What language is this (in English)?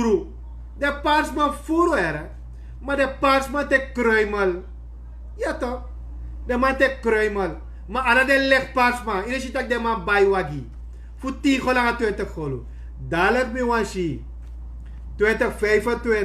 Sranan Tongo